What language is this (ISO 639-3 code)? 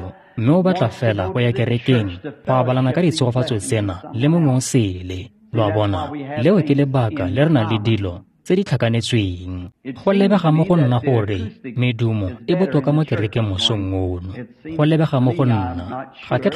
tsn